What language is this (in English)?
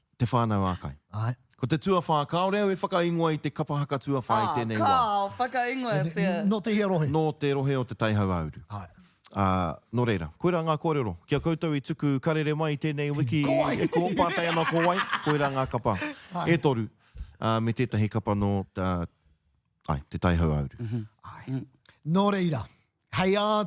Māori